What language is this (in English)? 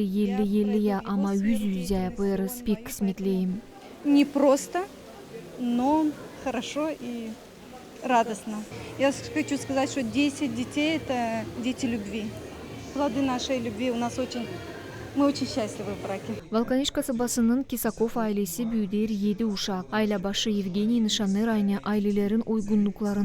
Gagauz